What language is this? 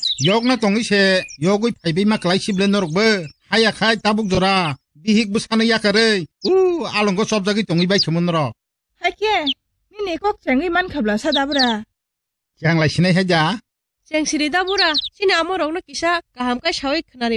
Kok Borok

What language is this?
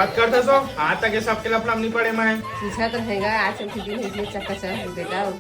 Chhattisgarhi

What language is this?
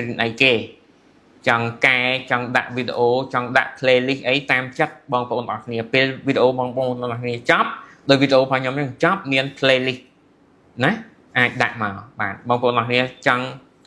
Khmer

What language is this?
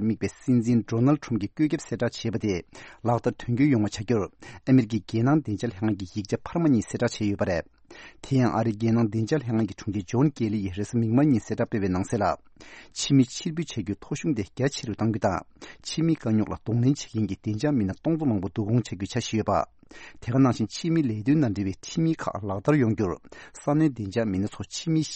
Tibetan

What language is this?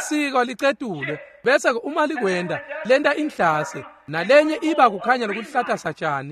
Swati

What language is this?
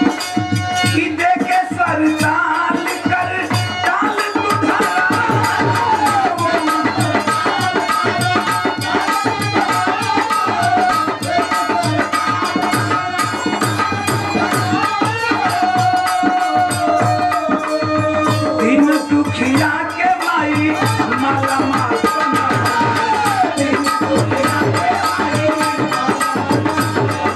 Bhojpuri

